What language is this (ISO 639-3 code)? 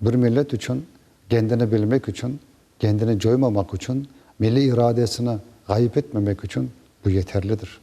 crh